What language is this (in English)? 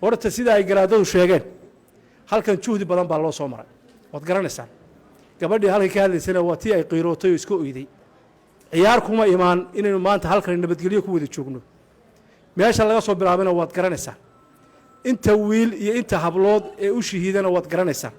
Somali